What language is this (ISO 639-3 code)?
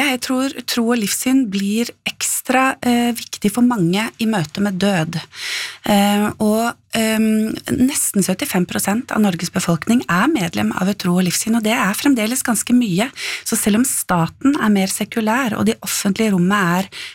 nor